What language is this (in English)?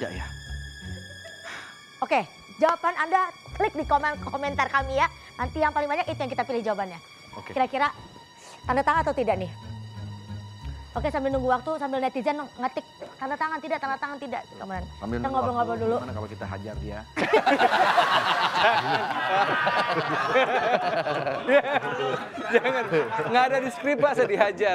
Indonesian